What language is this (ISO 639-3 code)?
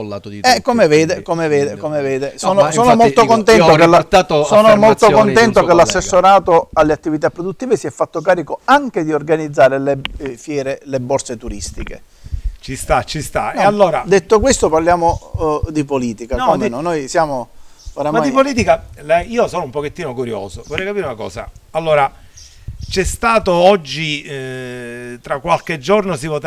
ita